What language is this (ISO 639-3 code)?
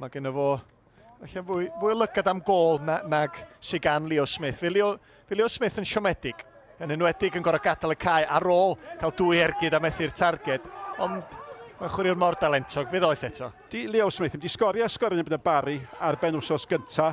cym